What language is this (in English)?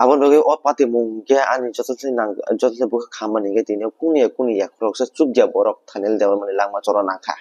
Kok Borok